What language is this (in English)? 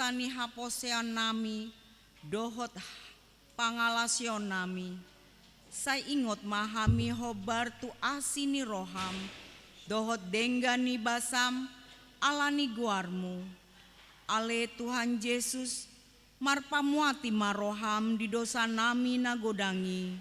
Batak Toba